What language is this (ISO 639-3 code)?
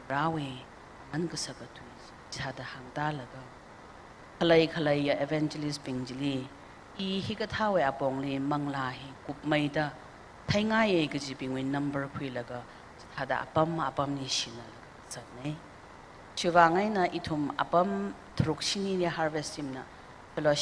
nmf